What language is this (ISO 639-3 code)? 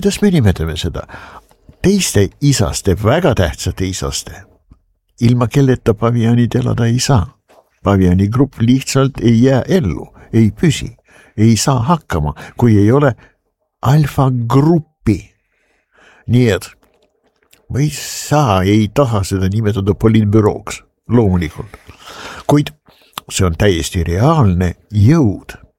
est